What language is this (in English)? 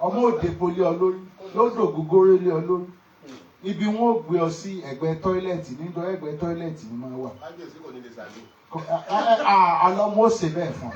Yoruba